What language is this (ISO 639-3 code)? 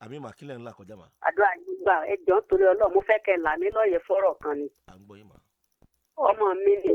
yor